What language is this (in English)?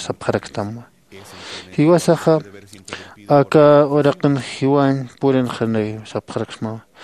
Aymara